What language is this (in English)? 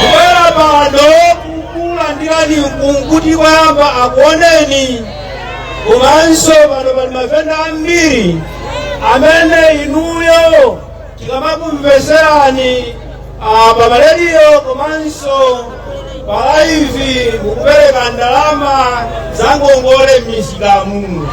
Nyanja